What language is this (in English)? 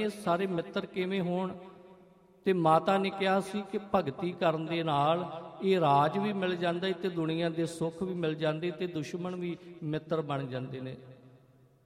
Punjabi